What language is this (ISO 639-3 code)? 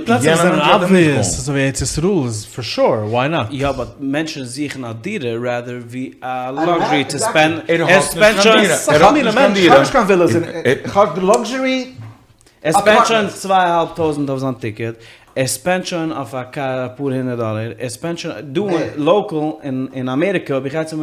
yid